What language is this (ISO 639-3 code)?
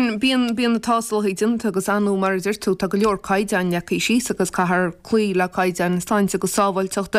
gle